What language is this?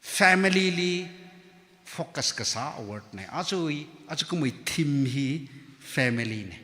Tangkhul Naga (India)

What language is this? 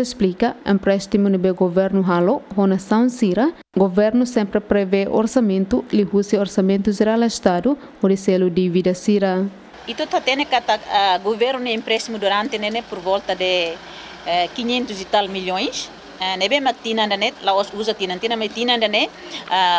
Tetum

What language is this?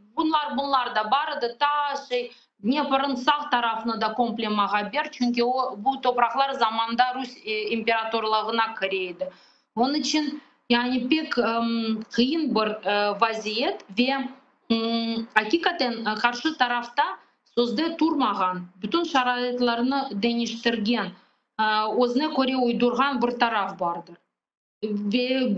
Crimean Tatar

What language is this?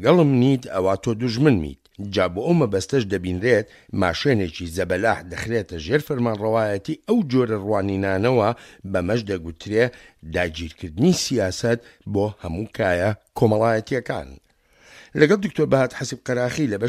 Central Kurdish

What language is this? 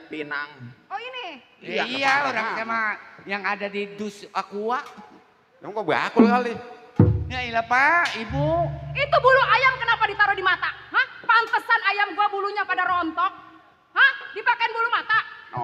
Betawi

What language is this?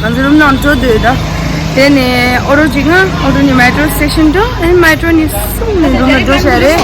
Tibetan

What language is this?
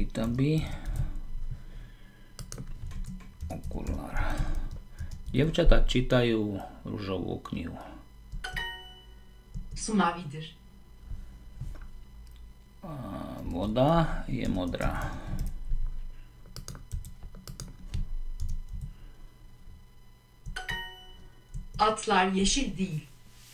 Slovak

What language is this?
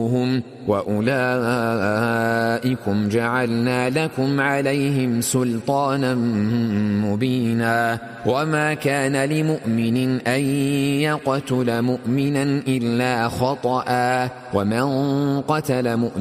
Arabic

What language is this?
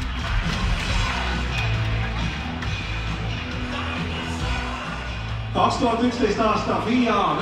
Estonian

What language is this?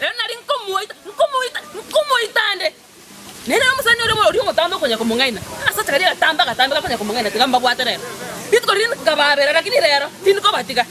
Gusii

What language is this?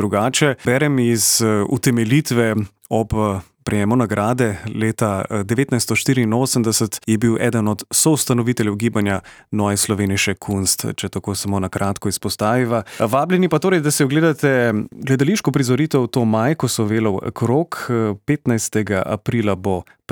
Slovenian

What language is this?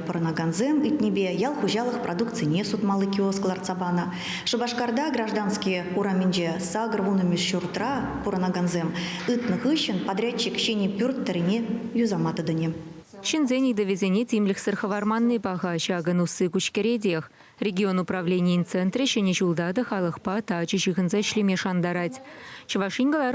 Chuvash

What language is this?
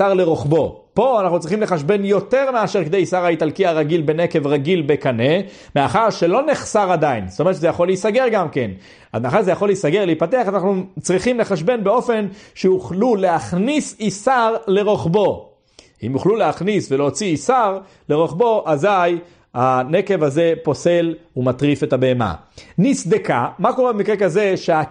Hebrew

